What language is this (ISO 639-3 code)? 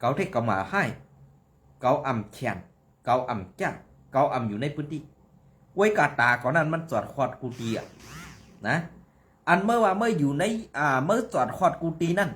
shn